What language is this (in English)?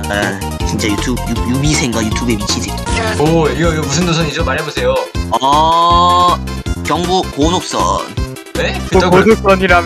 Korean